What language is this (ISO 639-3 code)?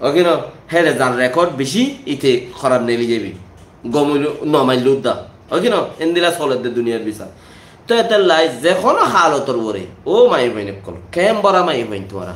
rhg